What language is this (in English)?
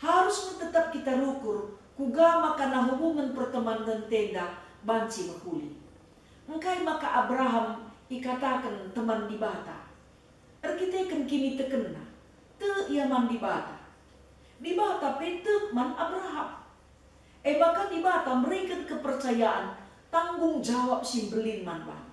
Batak Karo